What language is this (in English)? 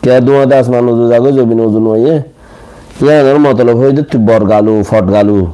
Rohingya